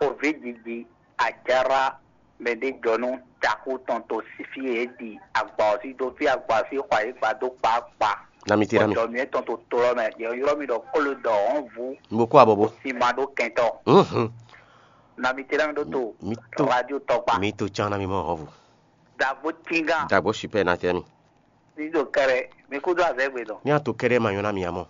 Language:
Fon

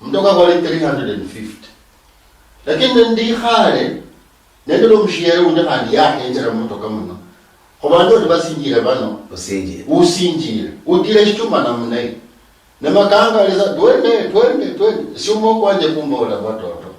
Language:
Luyia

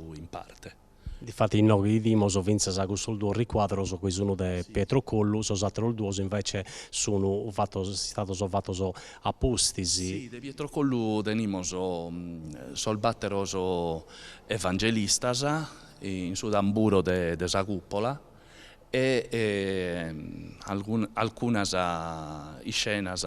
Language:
Sardinian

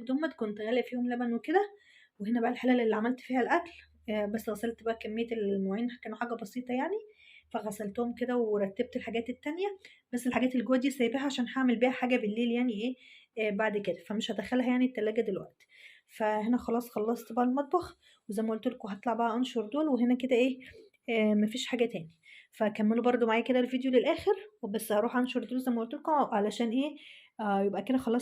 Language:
Egyptian Arabic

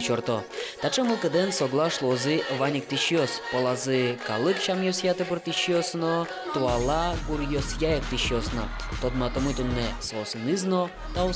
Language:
Udmurt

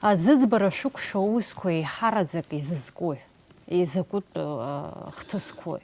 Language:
Abkhazian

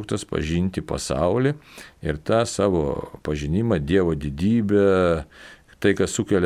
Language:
Lithuanian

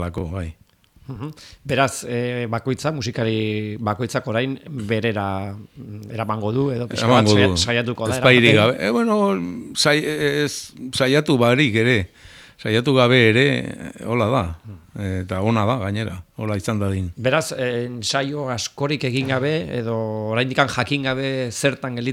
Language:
Basque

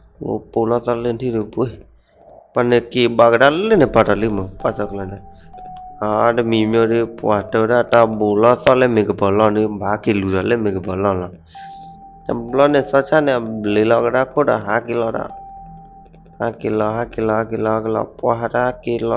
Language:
S'gaw Karen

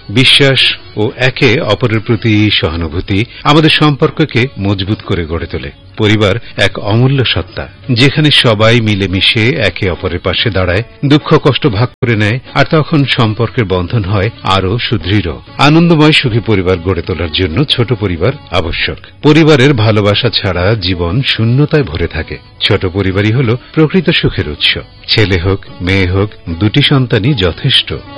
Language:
Bangla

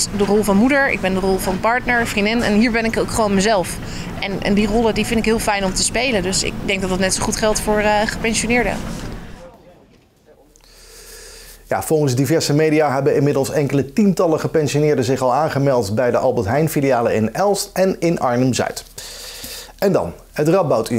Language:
Dutch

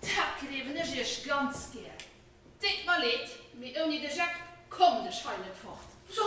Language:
Luxembourgish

